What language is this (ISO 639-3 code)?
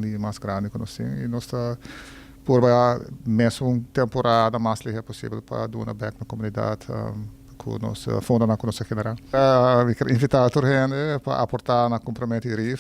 pap